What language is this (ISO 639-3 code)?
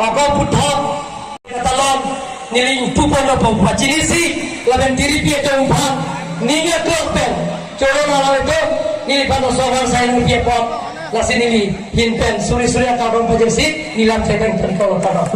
mjw